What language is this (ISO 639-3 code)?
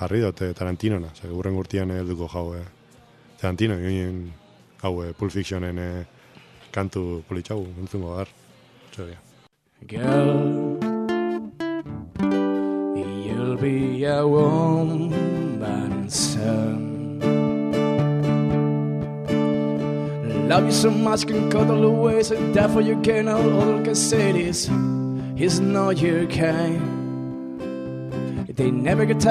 eus